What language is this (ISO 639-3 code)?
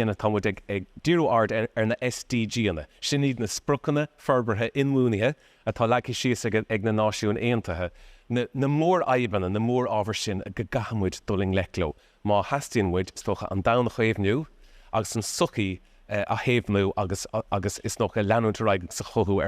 gle